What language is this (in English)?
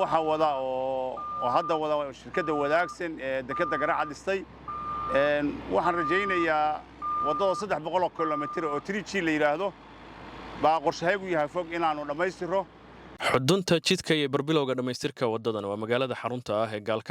Somali